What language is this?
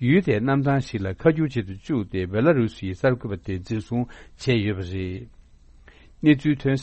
Tibetan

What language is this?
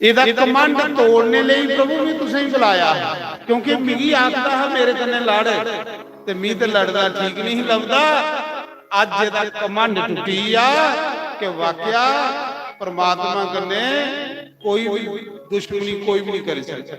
Dogri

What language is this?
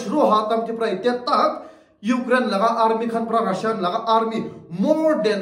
Naga Pidgin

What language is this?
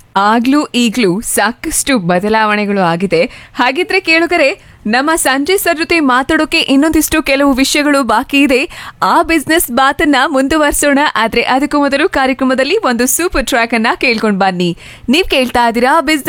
Kannada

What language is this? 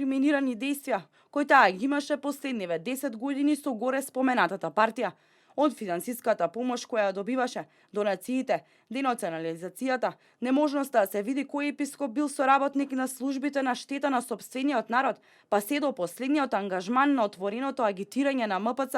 Macedonian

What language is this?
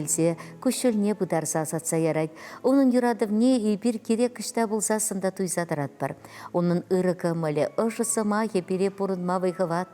Chuvash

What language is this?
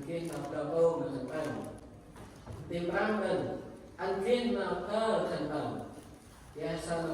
Central Mnong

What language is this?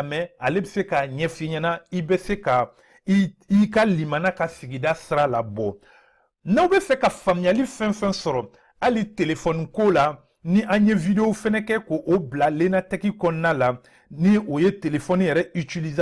Bambara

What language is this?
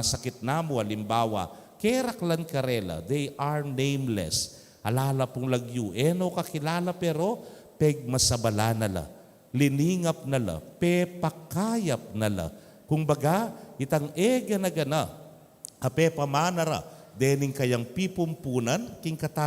Pampanga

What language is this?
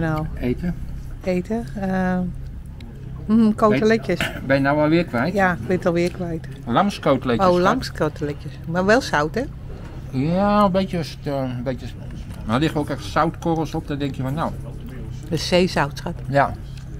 Dutch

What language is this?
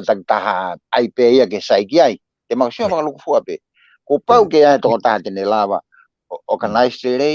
Tongan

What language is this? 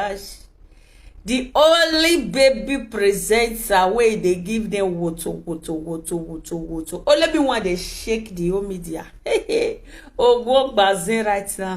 Nigerian Pidgin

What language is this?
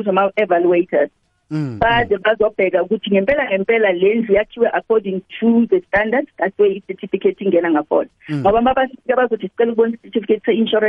South Ndebele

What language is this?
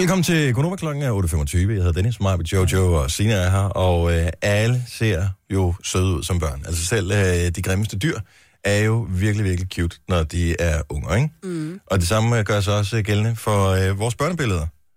Danish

